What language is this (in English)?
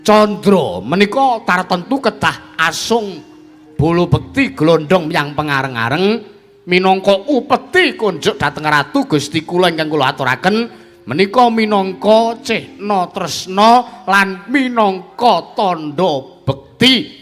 Javanese